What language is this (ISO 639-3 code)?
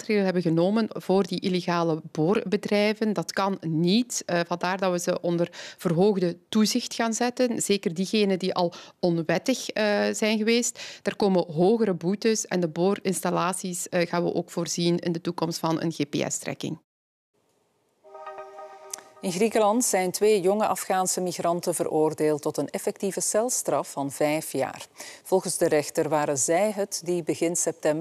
nld